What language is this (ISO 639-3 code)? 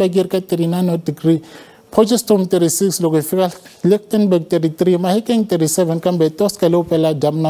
tso